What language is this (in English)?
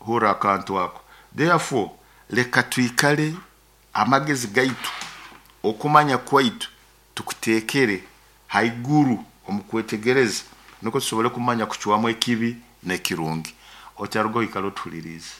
Nyoro